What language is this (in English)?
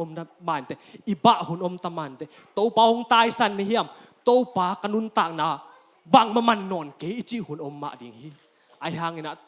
Tedim Chin